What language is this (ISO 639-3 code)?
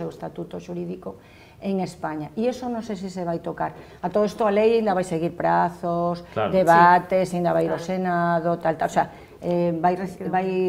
glg